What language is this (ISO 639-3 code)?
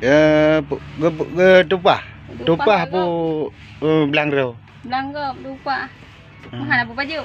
ace